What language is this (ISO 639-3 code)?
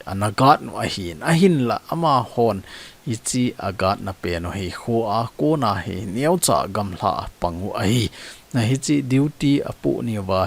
tcz